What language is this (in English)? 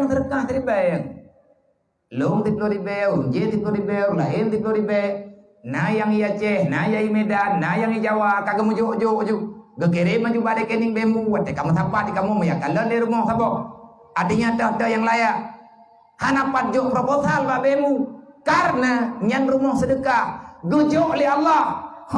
Achinese